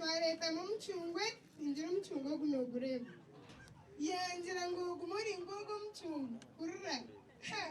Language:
Nyankole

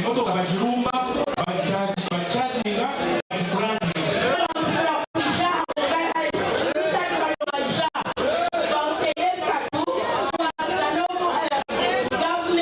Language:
Nyankole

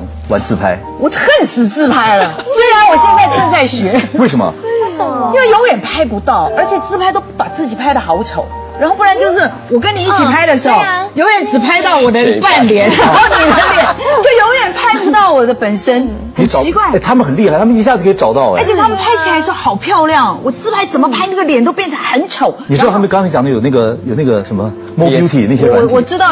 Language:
Chinese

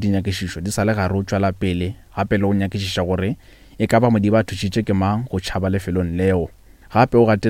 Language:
Northern Sotho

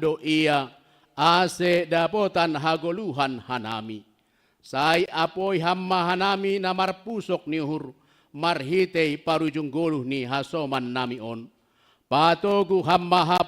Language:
Batak Simalungun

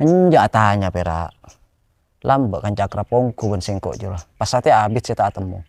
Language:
Madurese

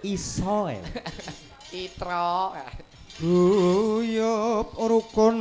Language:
Javanese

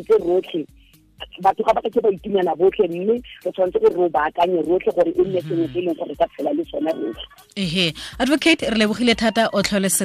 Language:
Tswana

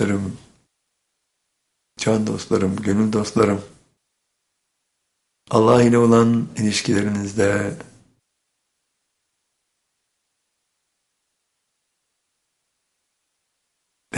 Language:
Turkish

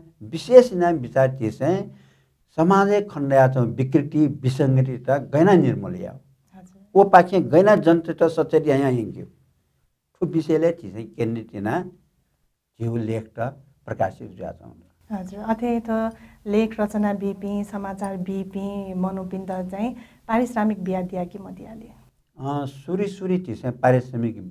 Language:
Newari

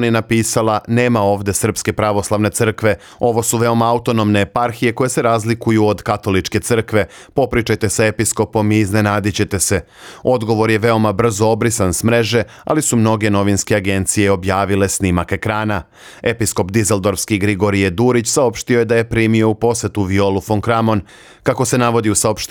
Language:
Serbian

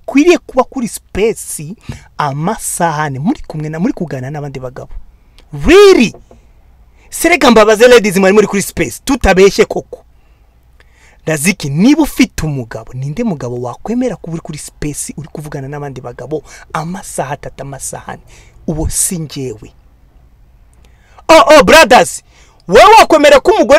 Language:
Kinyarwanda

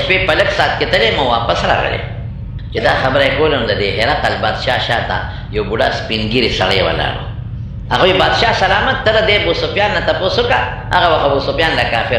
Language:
Pashto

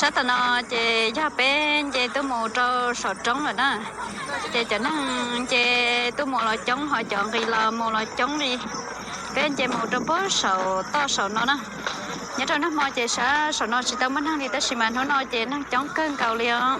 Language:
Hmong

